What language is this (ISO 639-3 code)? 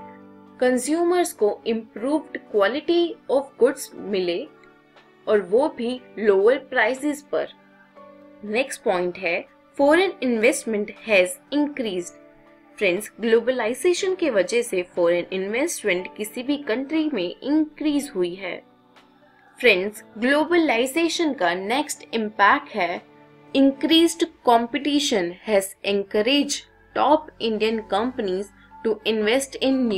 hin